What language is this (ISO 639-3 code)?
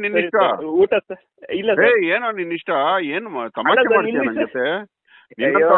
kan